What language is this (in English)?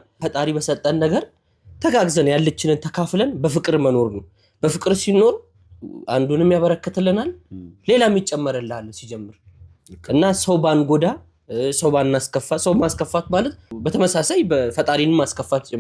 Amharic